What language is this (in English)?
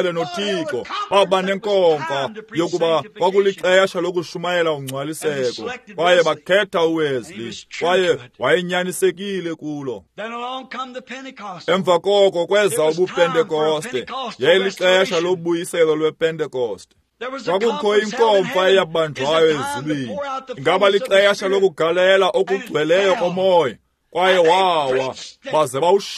Xhosa